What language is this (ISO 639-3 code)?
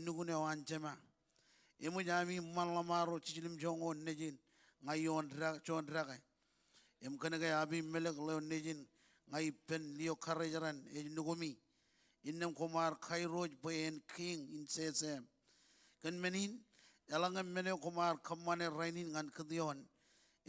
mah